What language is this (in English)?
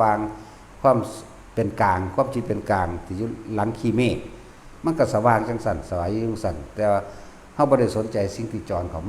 Northeastern Thai